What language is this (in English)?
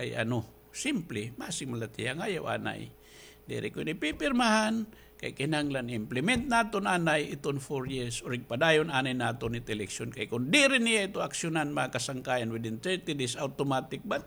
Waray